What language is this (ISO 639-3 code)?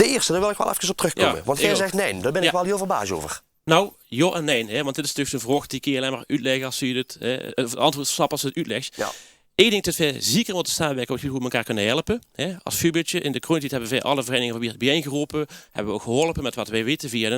lim